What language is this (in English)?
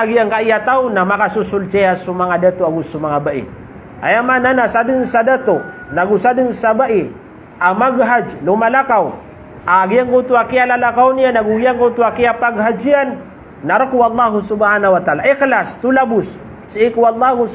Maranao